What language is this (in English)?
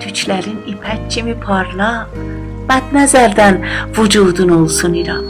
South Azerbaijani